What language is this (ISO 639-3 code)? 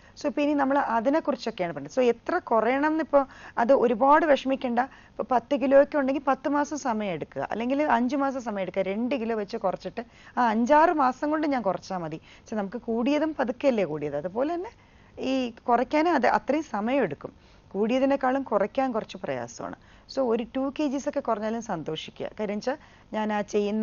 mal